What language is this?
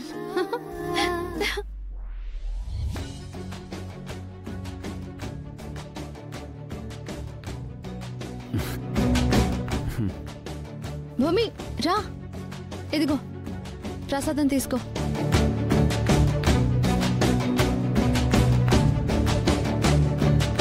Telugu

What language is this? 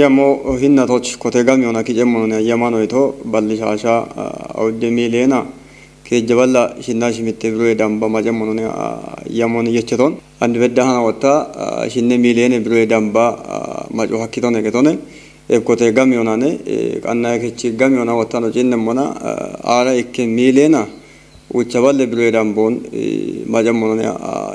Kafa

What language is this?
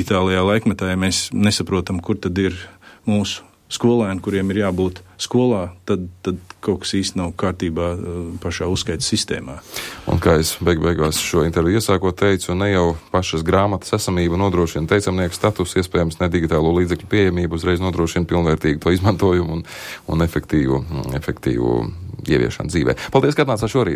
Latvian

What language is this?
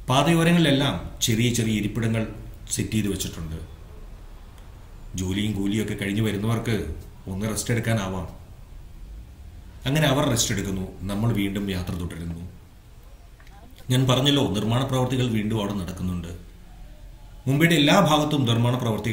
Malayalam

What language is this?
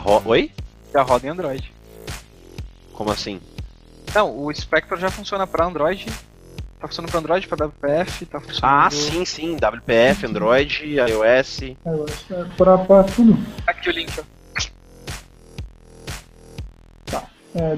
Portuguese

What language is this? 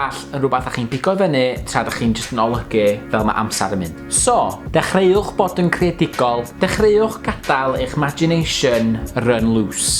Welsh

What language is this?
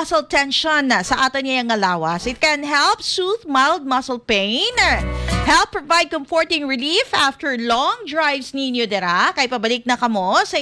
Hiligaynon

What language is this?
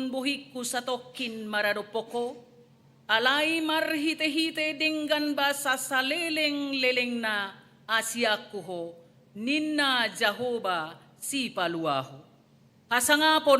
Batak Toba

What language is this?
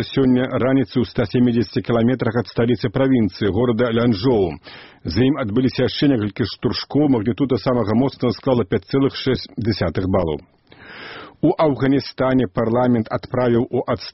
Belarusian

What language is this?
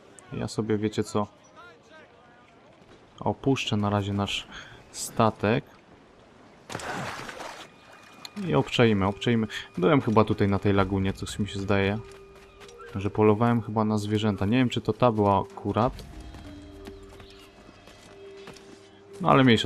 Polish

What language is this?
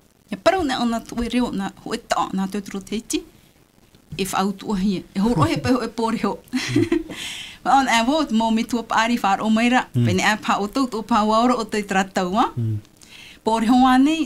Tahitian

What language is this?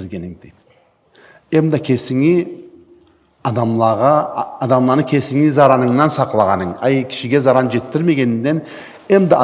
Karachay-Balkar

